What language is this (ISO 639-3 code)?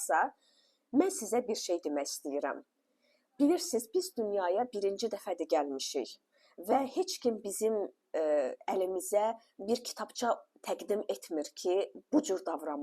aze